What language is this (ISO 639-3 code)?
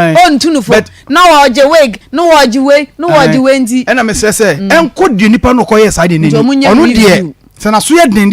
aka